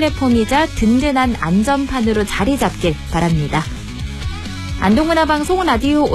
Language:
Korean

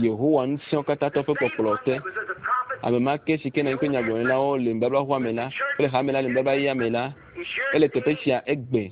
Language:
Ewe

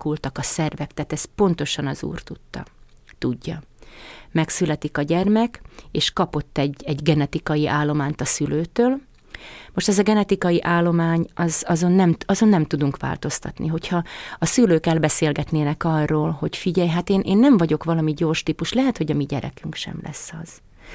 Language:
Hungarian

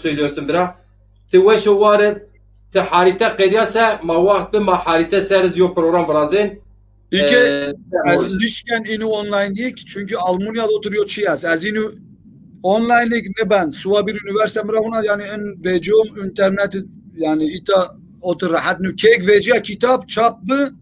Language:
Zaza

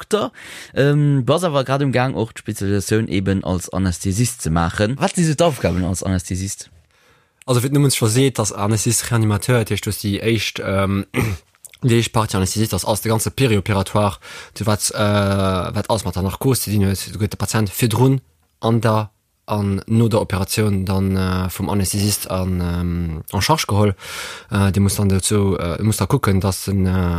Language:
Luxembourgish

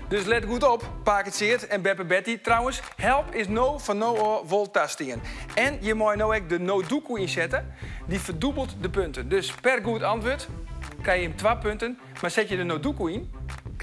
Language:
Western Frisian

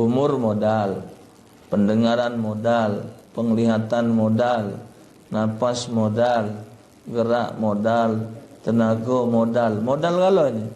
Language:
Musi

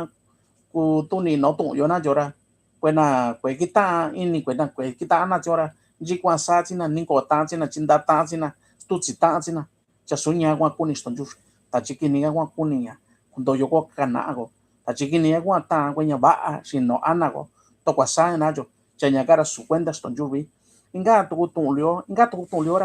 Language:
Mixtepec Mixtec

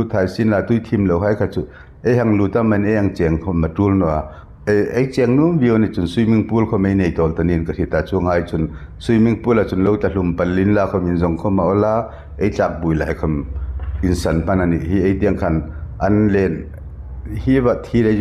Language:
Hmar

